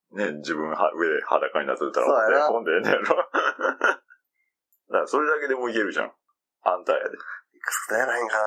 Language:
Japanese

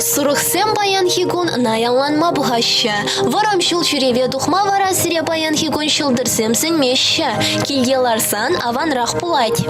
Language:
Chuvash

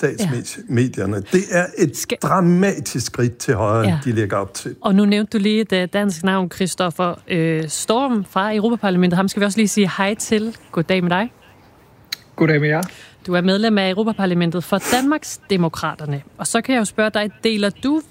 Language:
Danish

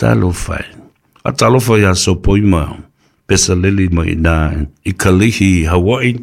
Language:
Samoan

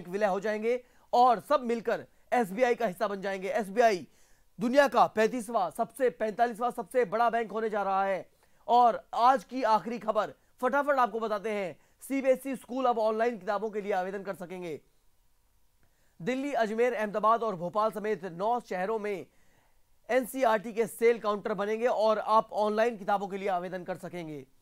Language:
Hindi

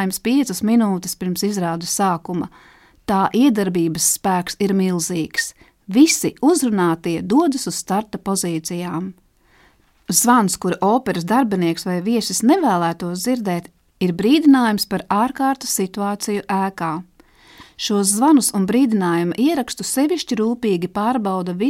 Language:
Latvian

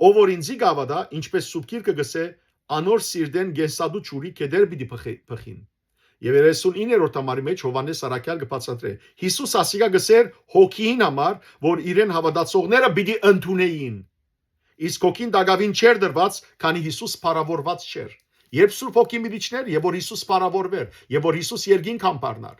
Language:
Western Armenian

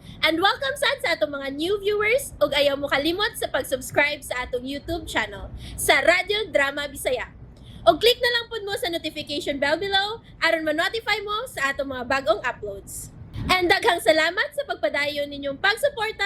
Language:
Cebuano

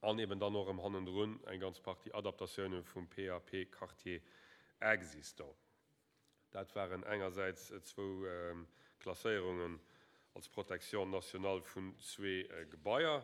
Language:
Luxembourgish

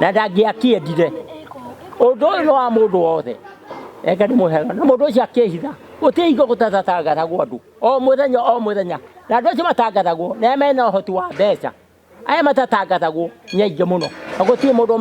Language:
Kikuyu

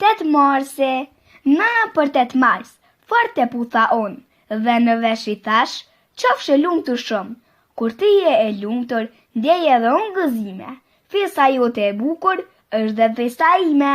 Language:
Albanian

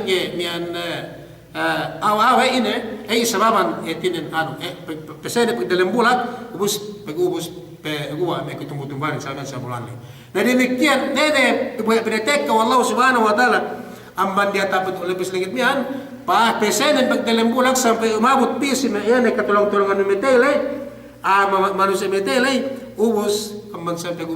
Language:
Yakan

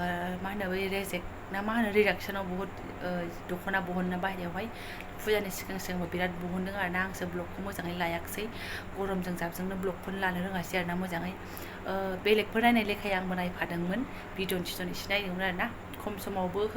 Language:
Bodo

